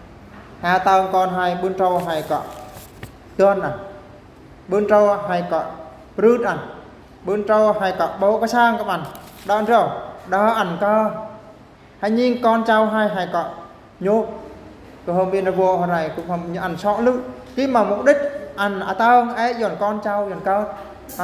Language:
Eastern Bru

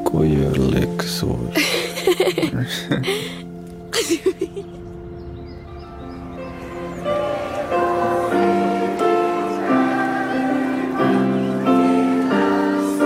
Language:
Swedish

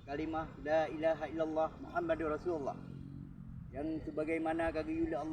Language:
Achinese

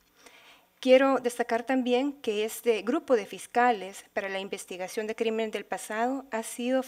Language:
Spanish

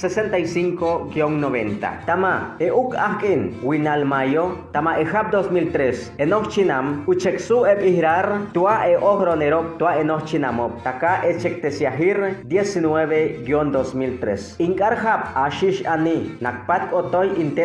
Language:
Chortí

